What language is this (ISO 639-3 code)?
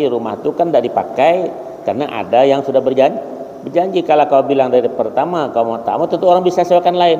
bjn